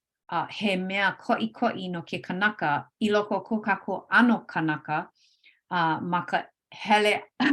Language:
Hawaiian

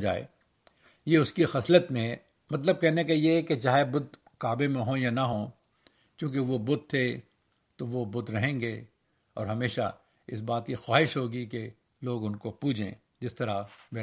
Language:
Urdu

